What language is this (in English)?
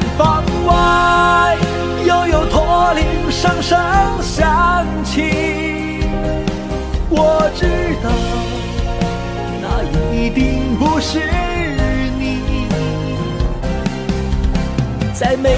Chinese